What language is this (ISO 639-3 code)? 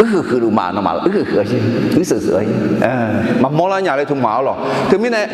ahk